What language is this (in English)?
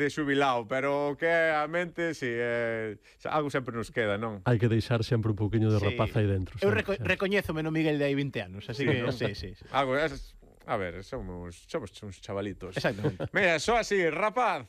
Galician